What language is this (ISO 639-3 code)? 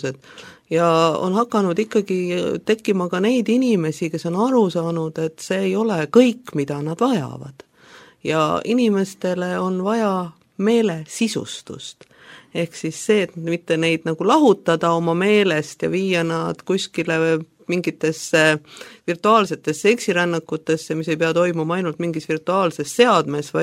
est